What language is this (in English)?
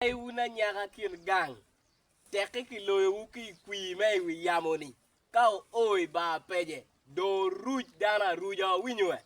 Acoli